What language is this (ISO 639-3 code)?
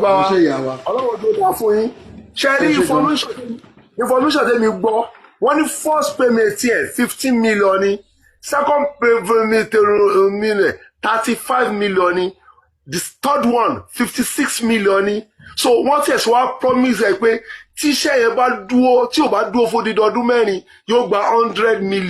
yor